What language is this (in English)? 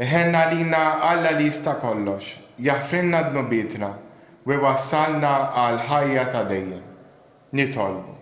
Maltese